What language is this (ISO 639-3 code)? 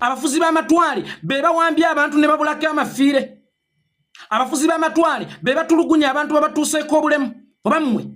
lug